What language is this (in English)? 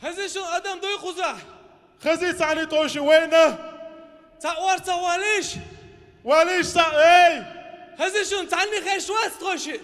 Chechen